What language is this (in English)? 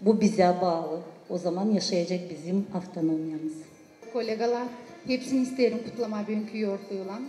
Gagauz